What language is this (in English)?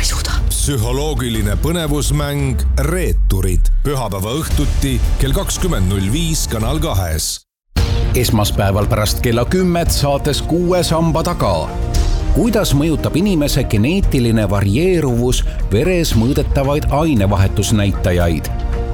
Estonian